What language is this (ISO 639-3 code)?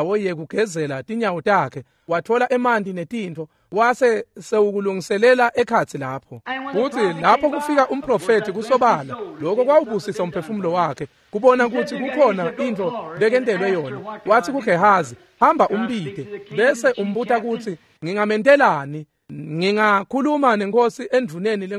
ssw